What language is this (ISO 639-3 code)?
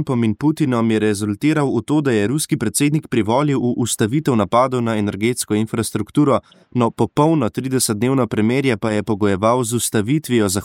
slv